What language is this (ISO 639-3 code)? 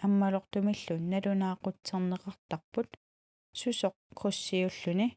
kal